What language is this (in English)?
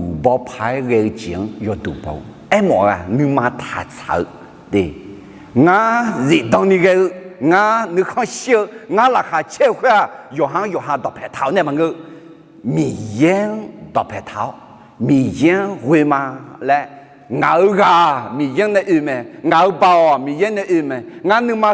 Akha